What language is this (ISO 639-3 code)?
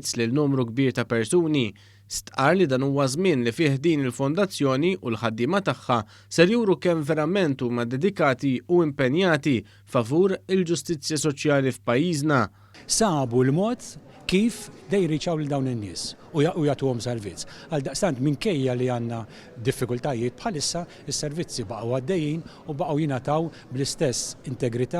mlt